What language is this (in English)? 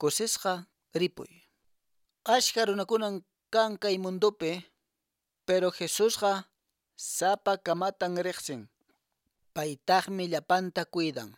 Quechua